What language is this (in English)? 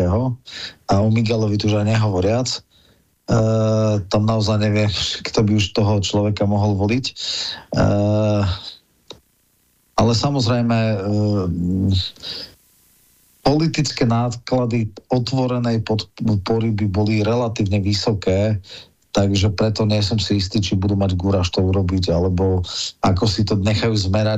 Slovak